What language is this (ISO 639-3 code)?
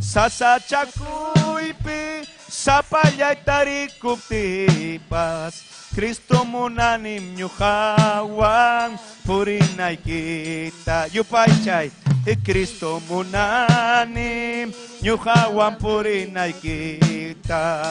quy